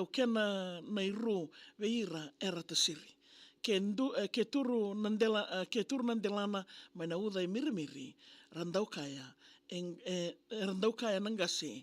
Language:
Fijian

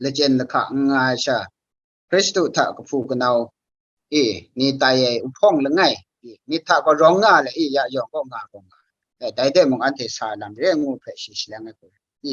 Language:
Kachin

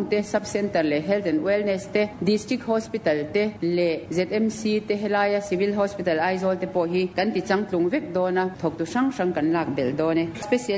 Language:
Mizo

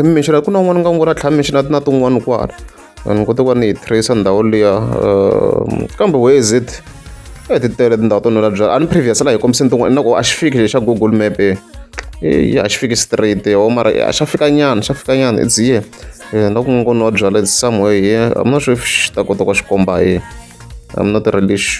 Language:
Tsonga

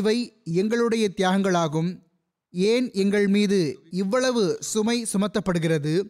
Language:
Tamil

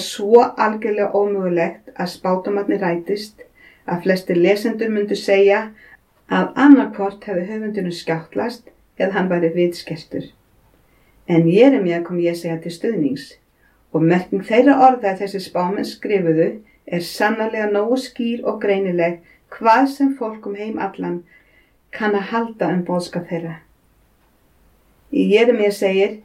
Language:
Icelandic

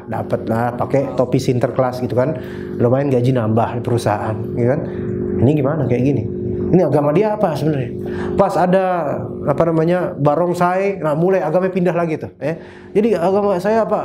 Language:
Indonesian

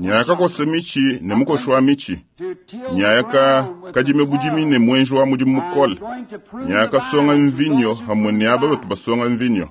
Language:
Luba-Lulua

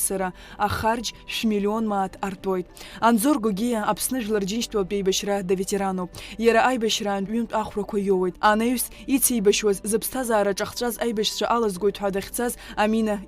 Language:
Abkhazian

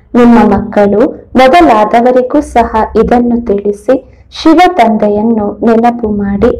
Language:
Kannada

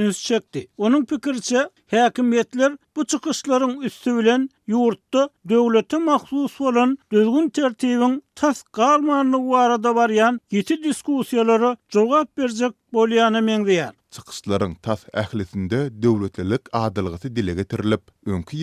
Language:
Turkmen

